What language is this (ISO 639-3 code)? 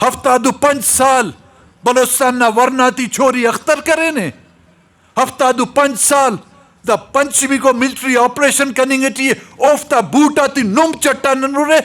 brh